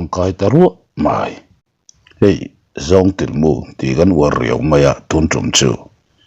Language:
Mizo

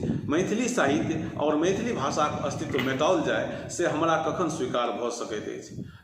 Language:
Maithili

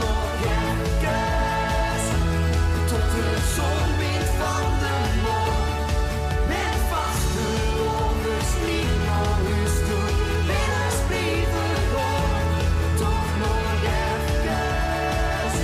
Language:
Limburgish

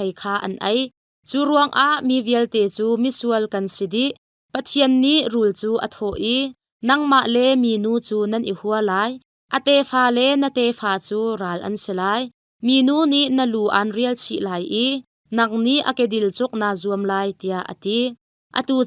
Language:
Hakha Chin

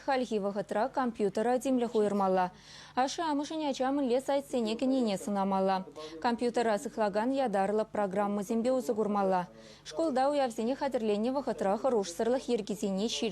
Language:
Chuvash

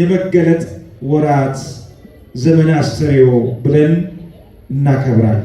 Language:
Amharic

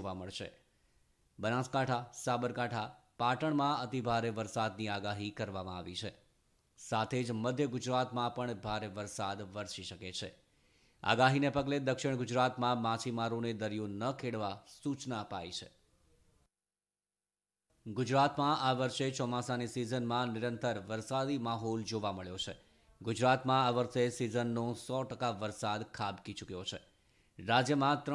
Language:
Gujarati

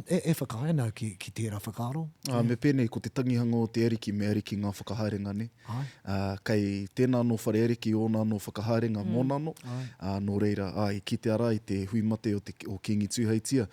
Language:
Māori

